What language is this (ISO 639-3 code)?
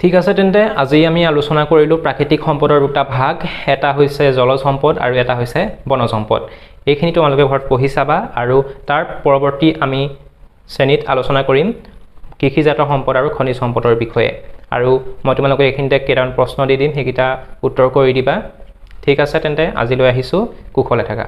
asm